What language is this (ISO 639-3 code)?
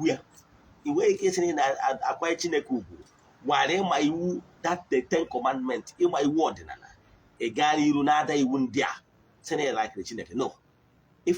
ibo